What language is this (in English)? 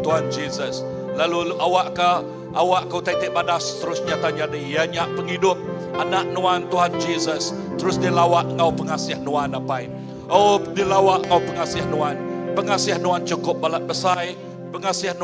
Iban